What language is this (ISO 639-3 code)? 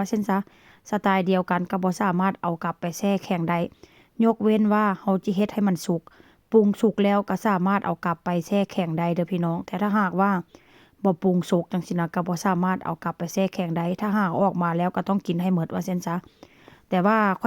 tts